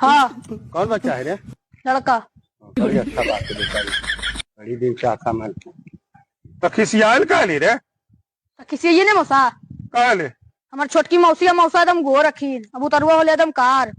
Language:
Magahi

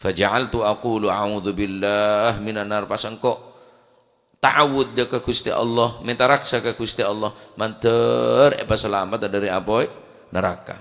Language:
Madurese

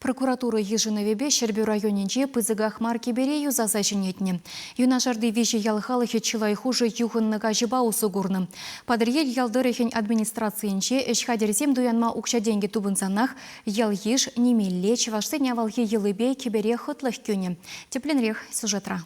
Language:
Chuvash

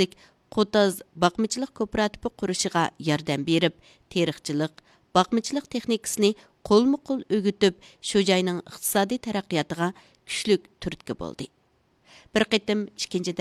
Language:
Uyghur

